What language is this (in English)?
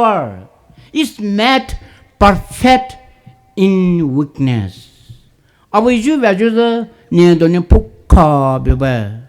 Poumei Naga